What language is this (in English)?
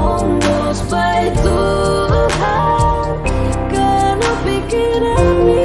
Batak Simalungun